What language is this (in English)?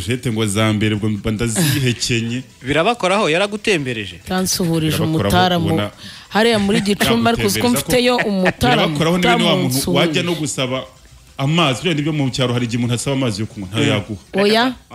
Kinyarwanda